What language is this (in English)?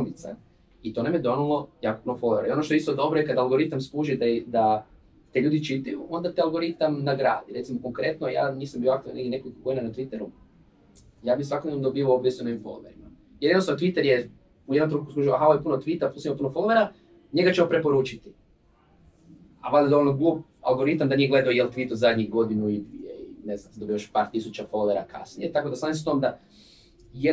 Croatian